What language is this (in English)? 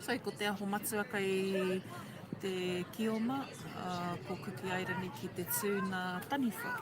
Māori